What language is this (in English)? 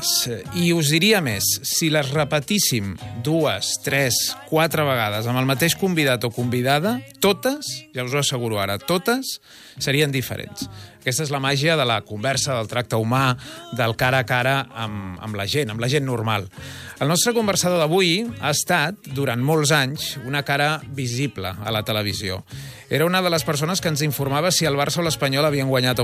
Catalan